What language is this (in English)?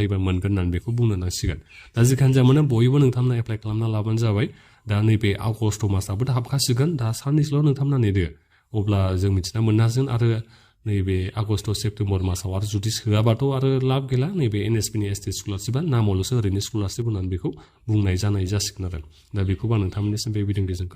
Bodo